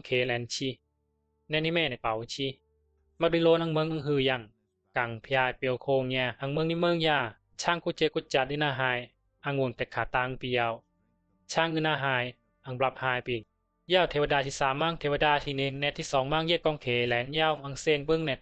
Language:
Bisu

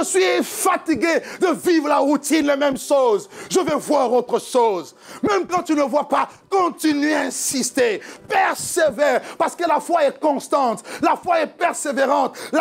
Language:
French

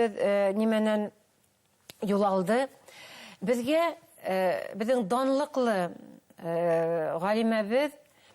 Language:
Bashkir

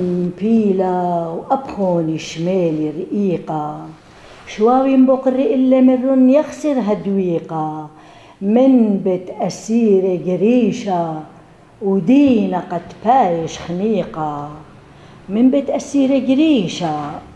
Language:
Assyrian Neo-Aramaic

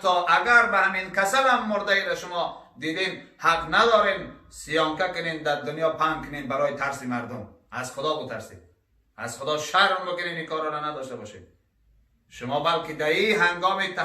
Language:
Tajik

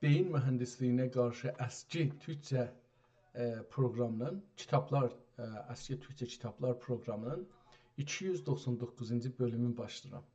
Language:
South Azerbaijani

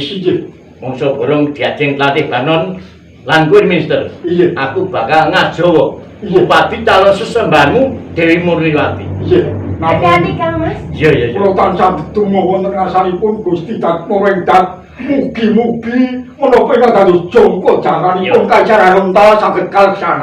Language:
Javanese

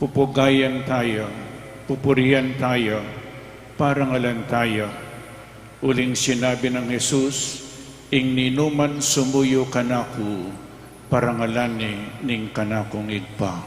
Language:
Pampanga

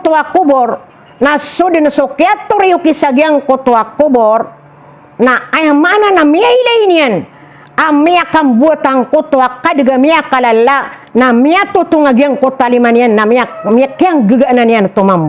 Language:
Maranao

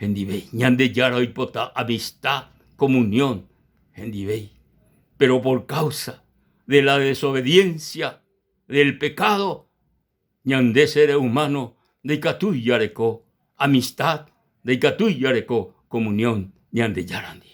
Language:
Guarani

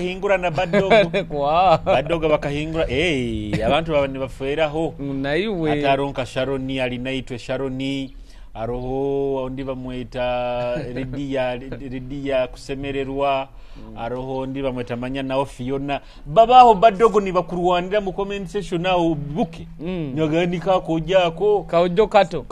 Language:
Nyoro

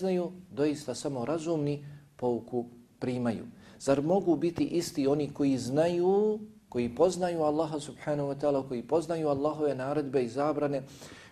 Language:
Bosnian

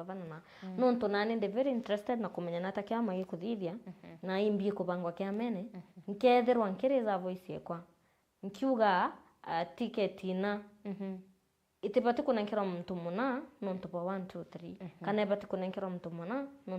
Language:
Meru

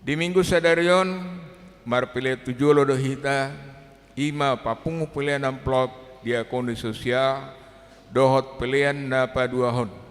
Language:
Batak Toba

